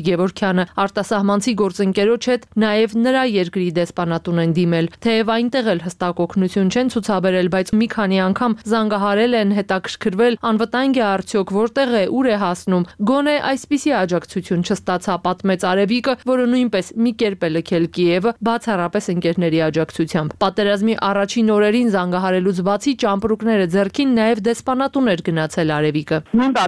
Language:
Armenian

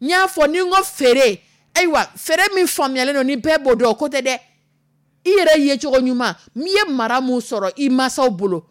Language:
Dyula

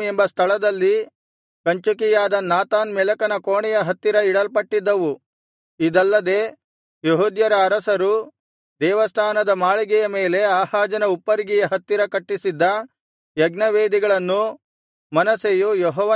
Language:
Kannada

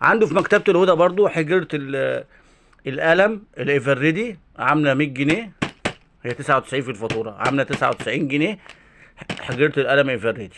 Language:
Egyptian Arabic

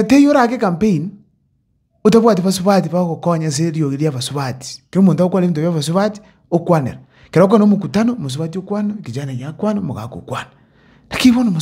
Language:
Gusii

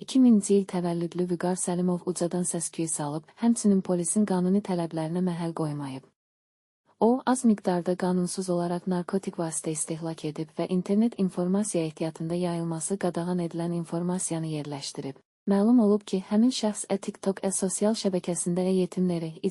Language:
Azerbaijani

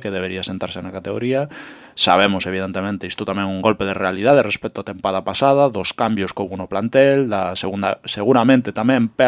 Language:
Galician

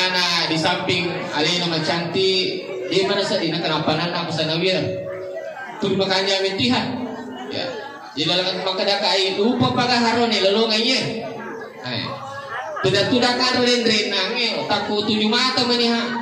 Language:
Buginese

